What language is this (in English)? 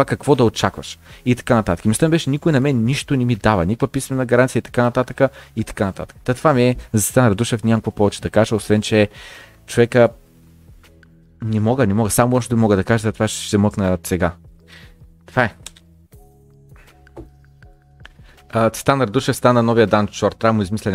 Bulgarian